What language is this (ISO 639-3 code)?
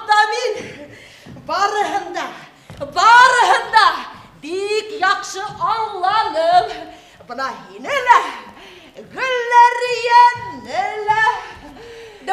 bak